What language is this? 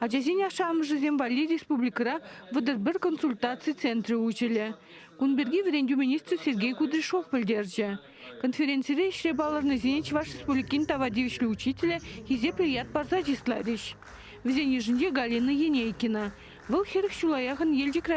Chuvash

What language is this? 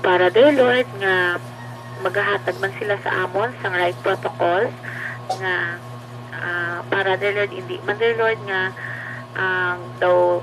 Hiligaynon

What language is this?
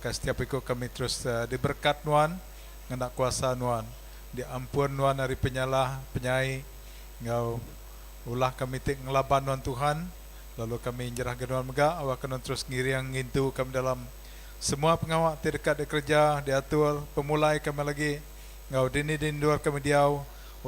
Iban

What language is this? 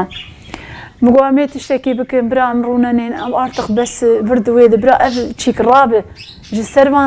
Kurdish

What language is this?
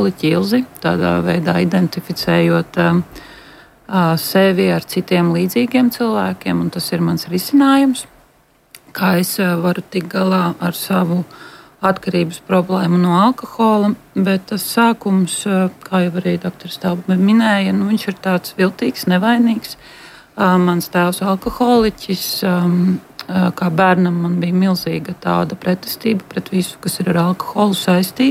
Latvian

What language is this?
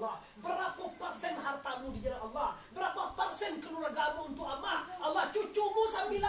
Minangkabau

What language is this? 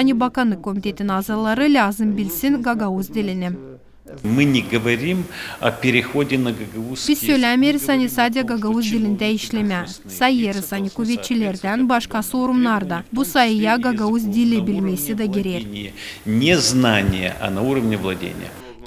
Gagauz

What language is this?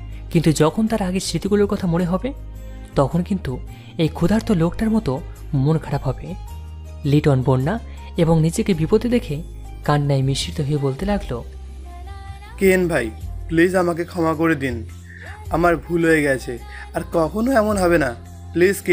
Bangla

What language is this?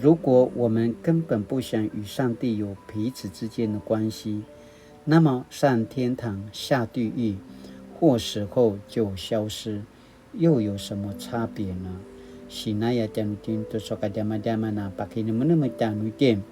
Paiwan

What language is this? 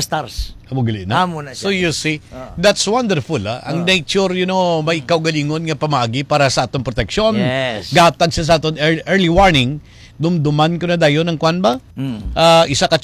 Hiligaynon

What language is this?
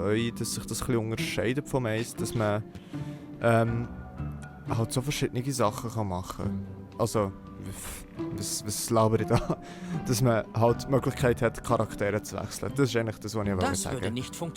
Swiss German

